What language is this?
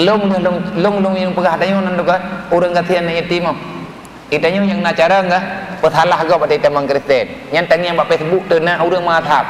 Achinese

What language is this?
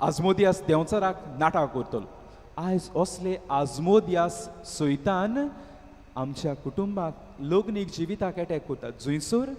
Konkani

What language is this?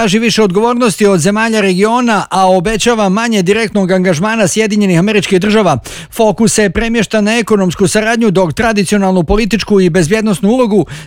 Bosnian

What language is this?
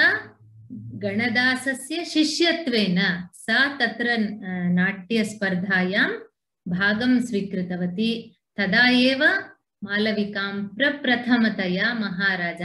Sanskrit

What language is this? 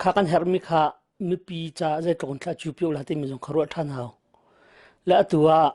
Hakha Chin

